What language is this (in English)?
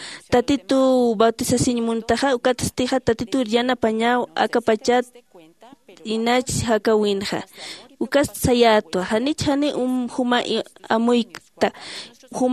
Aymara